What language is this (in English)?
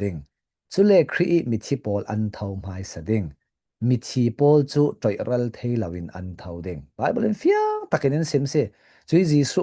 Falam Chin